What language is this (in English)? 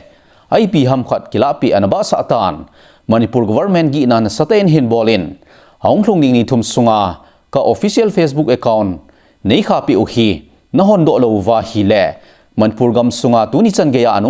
Thado Chin